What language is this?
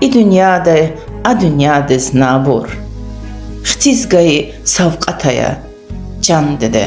Lezghian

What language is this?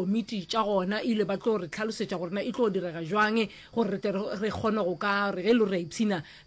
Northern Sotho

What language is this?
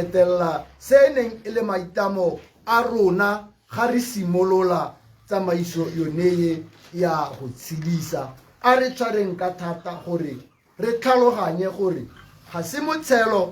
Tswana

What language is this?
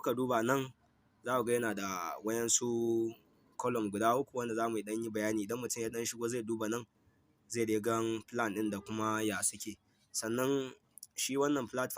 Hausa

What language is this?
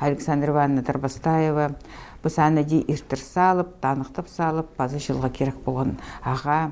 Khakas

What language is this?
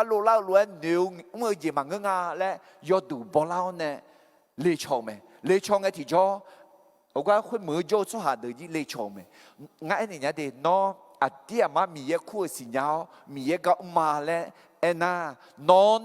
Akha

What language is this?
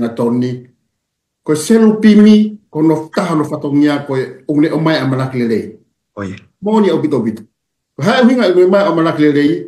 Tongan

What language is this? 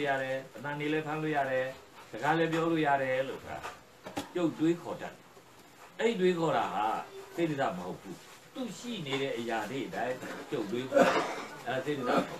Burmese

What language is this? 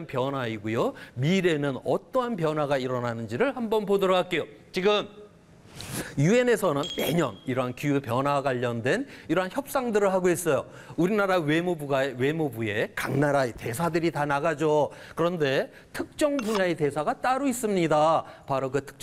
Korean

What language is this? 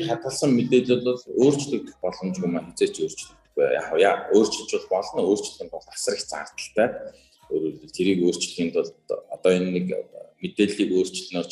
Mongolian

